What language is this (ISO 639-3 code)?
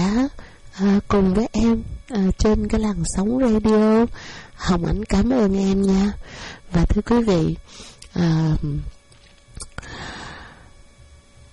vie